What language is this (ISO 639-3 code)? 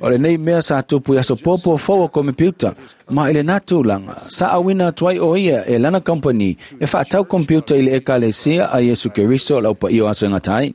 smo